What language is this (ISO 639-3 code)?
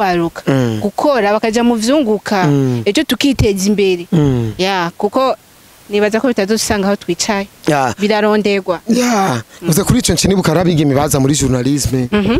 run